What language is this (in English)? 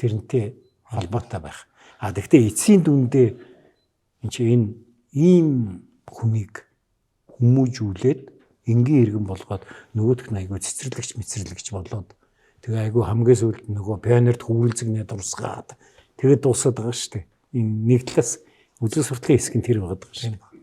Mongolian